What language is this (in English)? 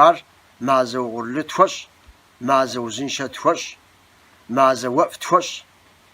Kabardian